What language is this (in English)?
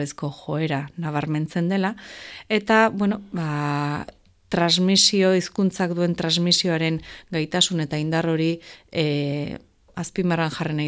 Basque